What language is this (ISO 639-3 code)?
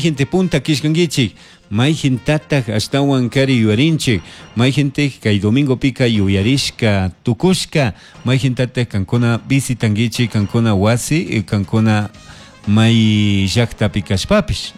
qug